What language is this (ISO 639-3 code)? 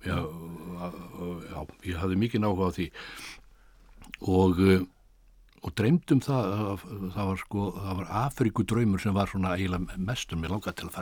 isl